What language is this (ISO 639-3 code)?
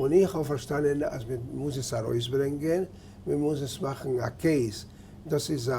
yid